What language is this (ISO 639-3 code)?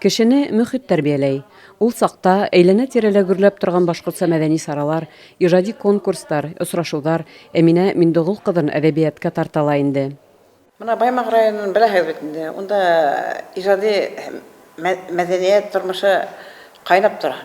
bak